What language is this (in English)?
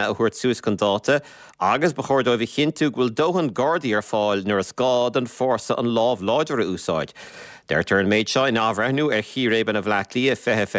Irish